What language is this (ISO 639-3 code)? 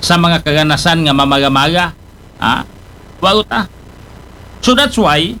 akl